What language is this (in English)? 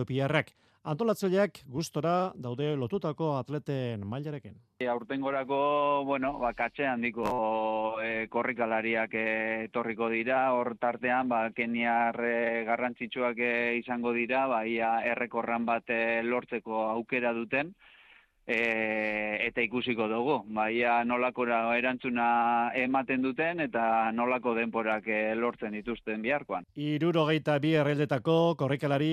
Basque